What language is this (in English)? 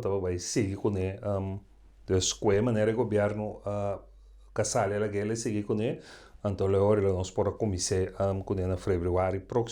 Papiamento